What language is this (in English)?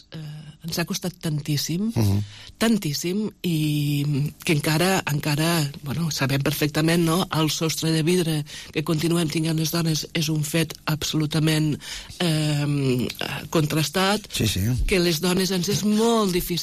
Catalan